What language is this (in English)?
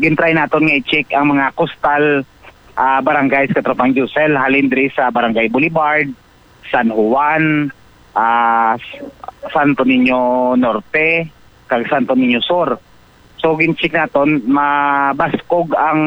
Hiligaynon